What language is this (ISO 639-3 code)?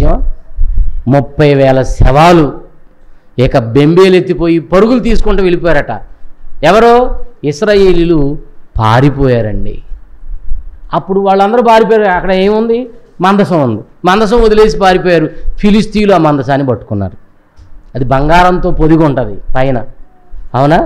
tel